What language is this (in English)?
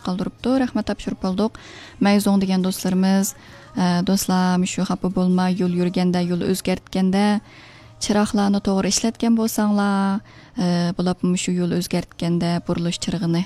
Uyghur